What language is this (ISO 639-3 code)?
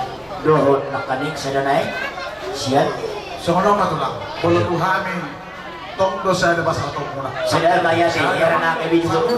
bbc